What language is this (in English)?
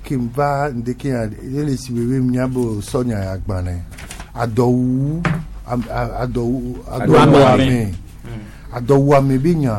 Gen